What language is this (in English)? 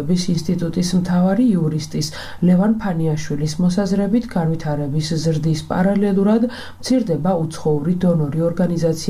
Georgian